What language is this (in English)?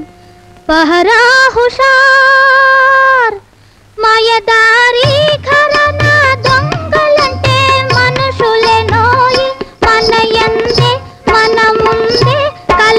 Telugu